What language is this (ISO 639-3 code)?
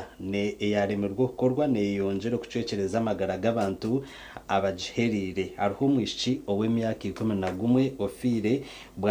nyn